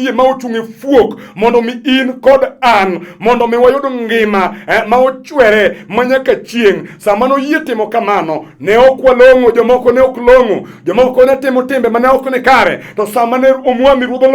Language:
Luo (Kenya and Tanzania)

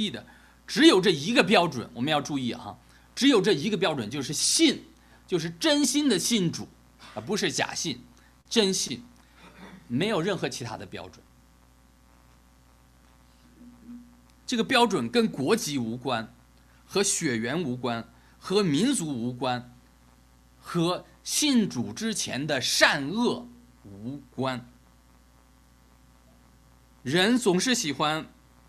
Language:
Chinese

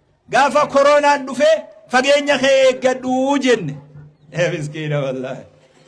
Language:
Oromo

